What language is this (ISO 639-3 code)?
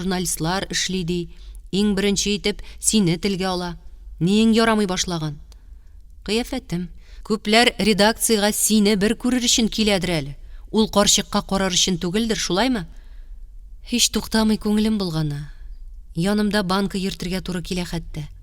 tat